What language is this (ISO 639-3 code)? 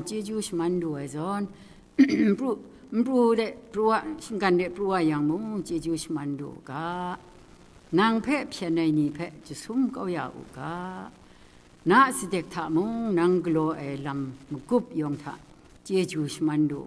kac